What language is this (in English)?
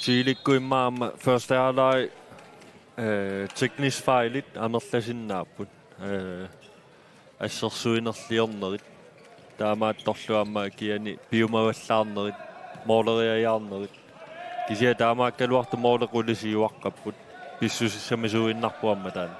Kalaallisut